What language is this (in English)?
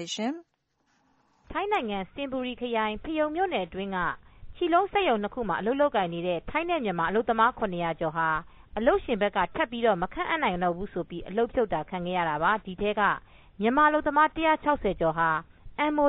Burmese